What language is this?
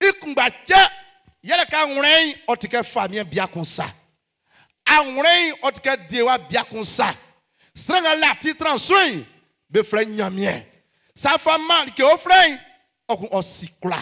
Baoulé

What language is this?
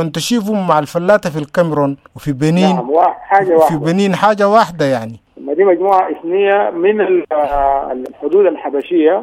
Sudanese Arabic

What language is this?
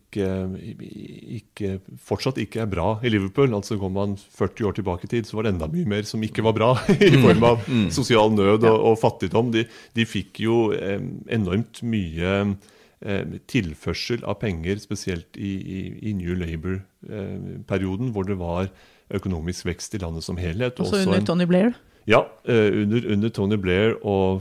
Norwegian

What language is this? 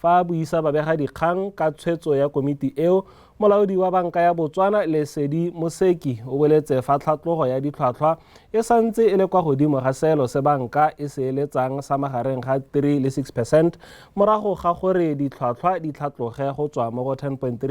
Tswana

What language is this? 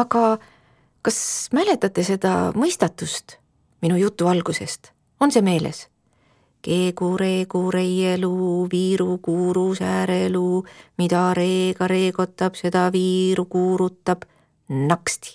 Estonian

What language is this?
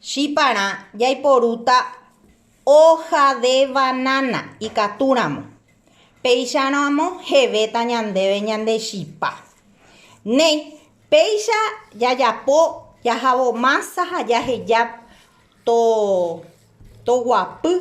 Guarani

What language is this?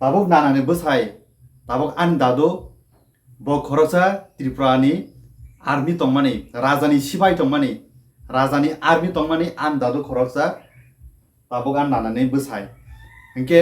Kok Borok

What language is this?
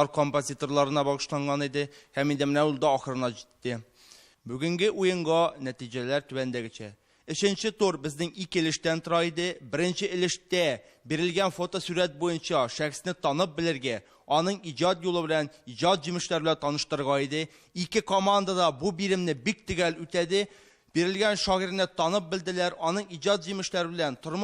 Tatar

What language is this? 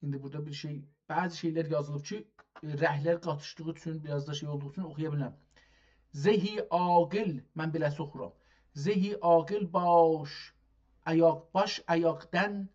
South Azerbaijani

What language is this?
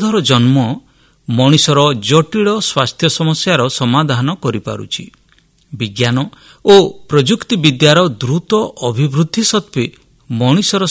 Odia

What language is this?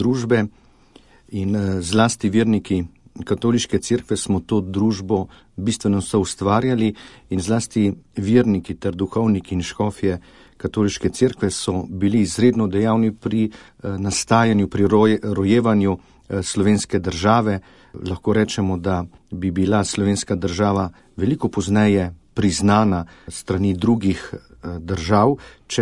Slovenian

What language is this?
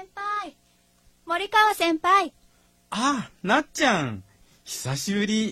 Japanese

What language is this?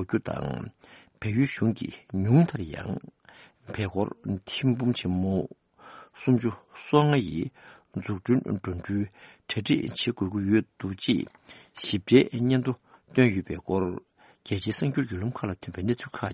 Tibetan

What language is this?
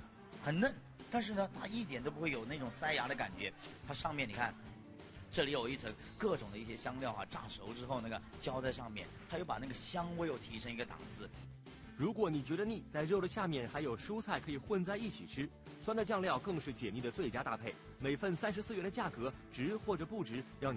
Chinese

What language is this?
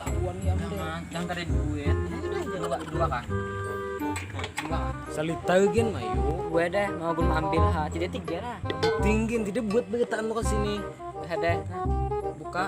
Banjar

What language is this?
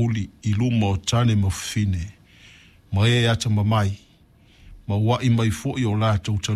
Samoan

